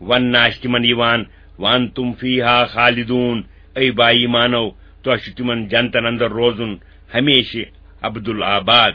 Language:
Kashmiri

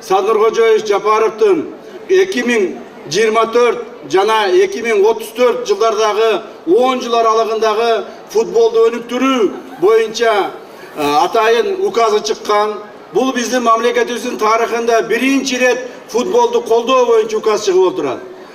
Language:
Kyrgyz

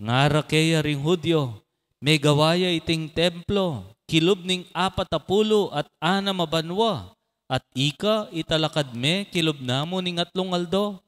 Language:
Pampanga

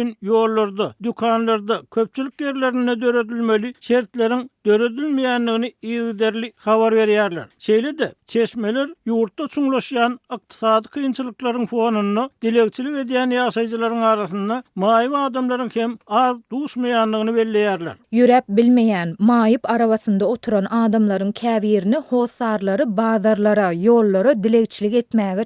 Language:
Turkmen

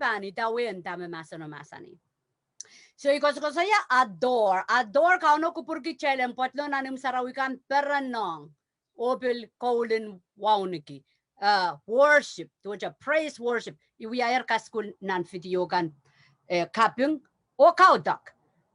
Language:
Pohnpeian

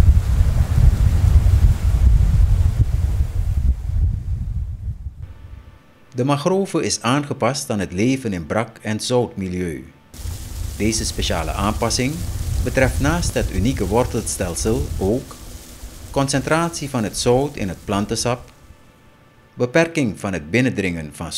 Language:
Dutch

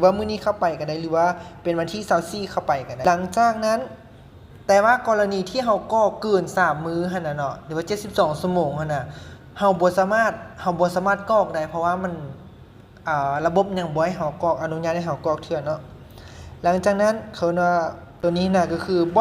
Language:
Lao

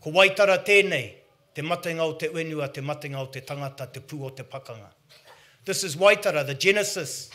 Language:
Māori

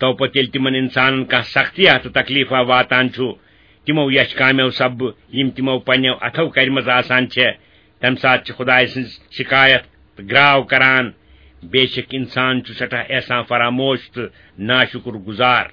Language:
Kashmiri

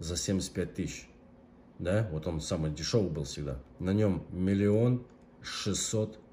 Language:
Russian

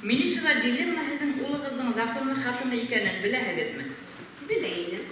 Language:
Bashkir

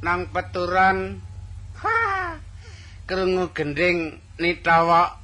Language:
Javanese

